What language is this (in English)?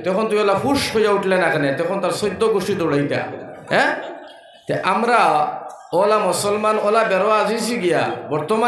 Sylheti